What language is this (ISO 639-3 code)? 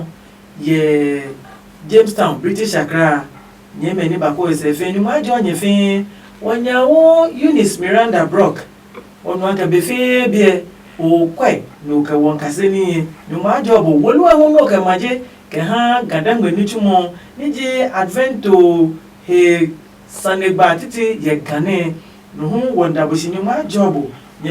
ada